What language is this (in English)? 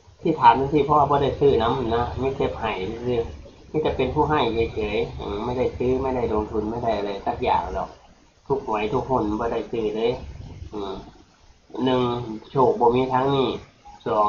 Northeastern Thai